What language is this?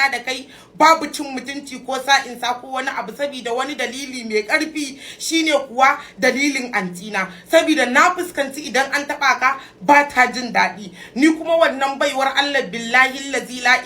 Hausa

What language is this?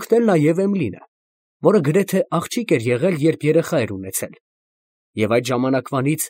Armenian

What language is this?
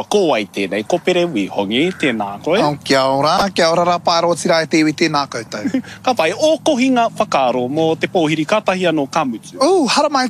Māori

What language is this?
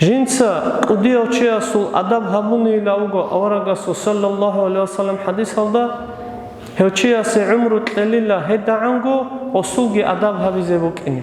Avaric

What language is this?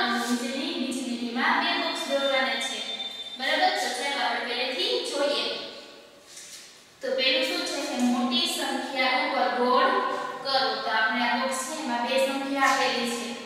Gujarati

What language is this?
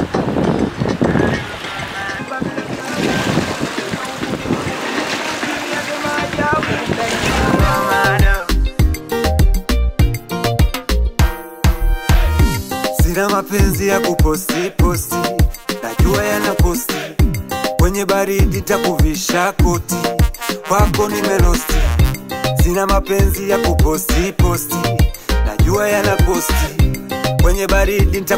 Swahili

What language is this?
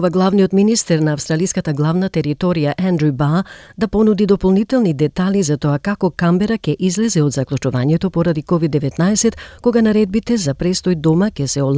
Macedonian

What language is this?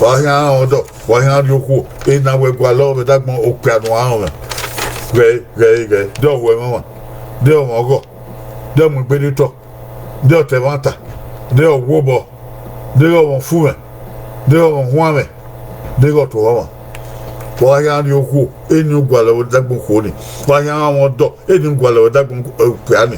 Bini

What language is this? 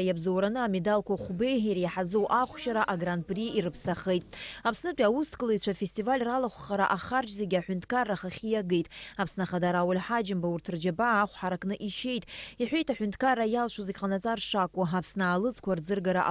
Abkhazian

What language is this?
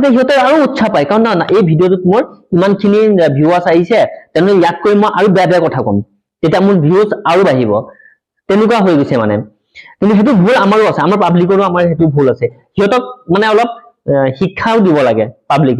Assamese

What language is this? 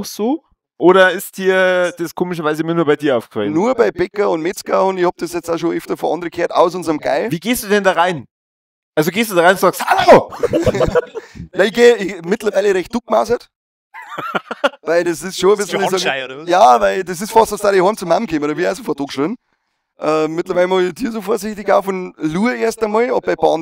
Bavarian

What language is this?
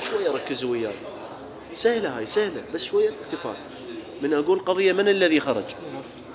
Mesopotamian Arabic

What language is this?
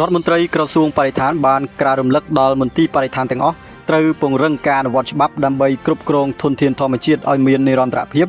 Khmer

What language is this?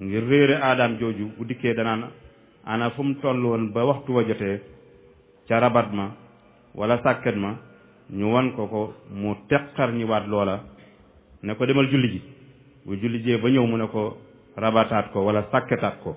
Wolof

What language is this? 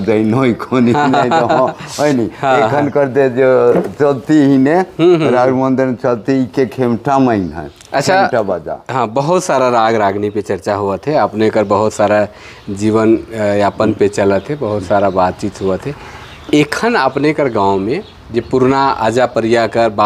Sadri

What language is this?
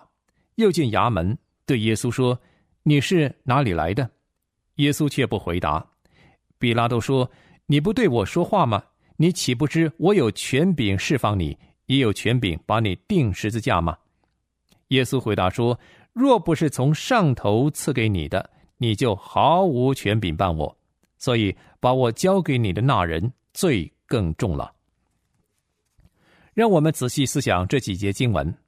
Chinese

